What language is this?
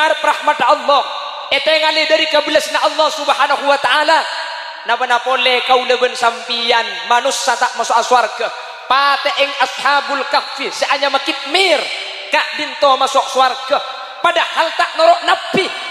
Madurese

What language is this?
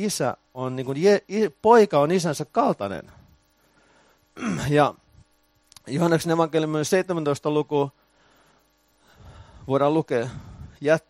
Finnish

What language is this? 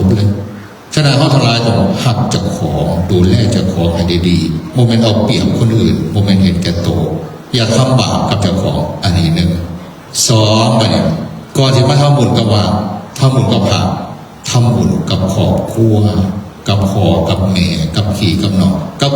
Northeastern Thai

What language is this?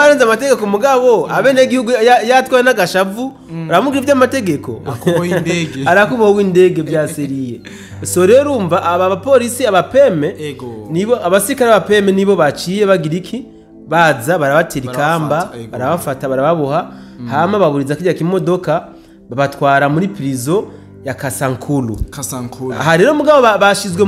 Rundi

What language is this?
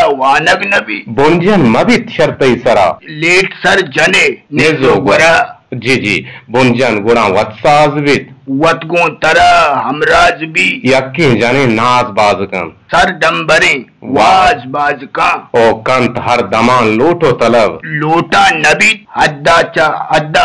Eastern Balochi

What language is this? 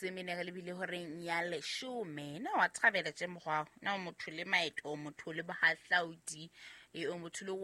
Southern Sotho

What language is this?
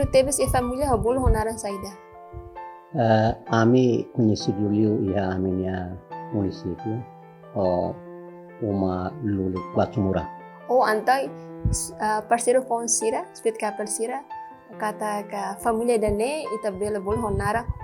Tetum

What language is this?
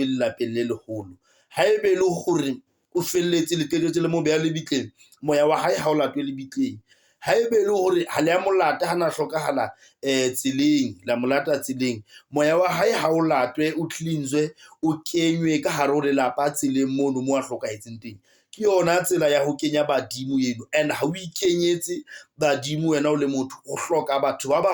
Southern Sotho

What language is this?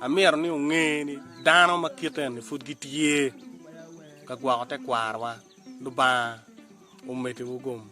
Acoli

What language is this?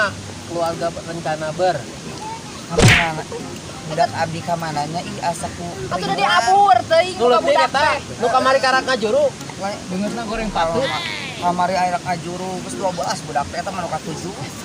Sundanese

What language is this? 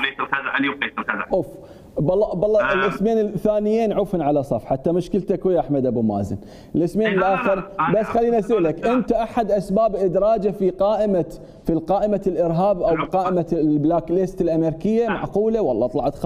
Mesopotamian Arabic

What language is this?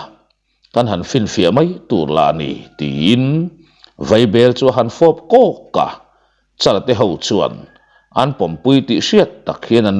Mizo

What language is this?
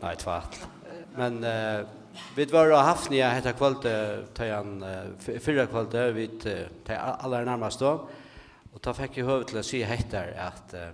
Faroese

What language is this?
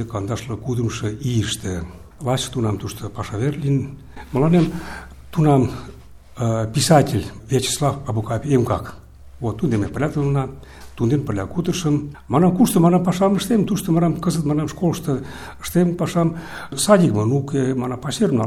Mari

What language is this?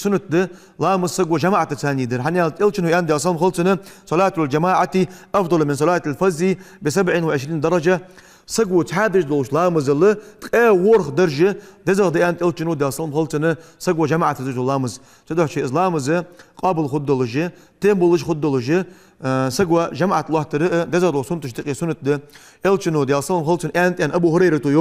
Ingush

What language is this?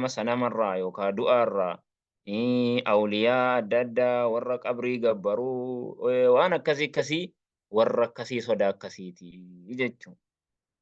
Oromo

